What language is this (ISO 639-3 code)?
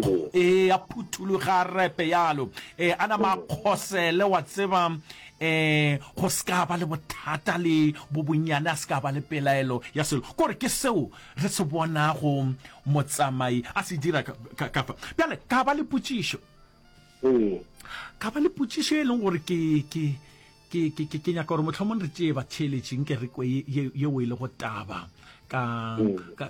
nso